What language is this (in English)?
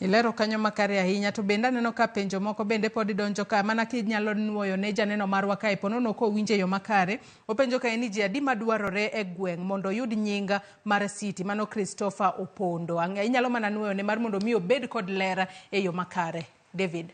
Luo (Kenya and Tanzania)